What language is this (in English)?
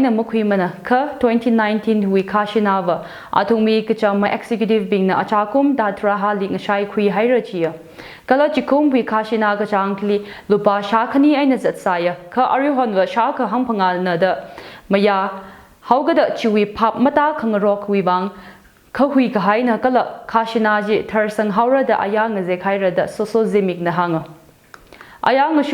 Tangkhul Naga (India)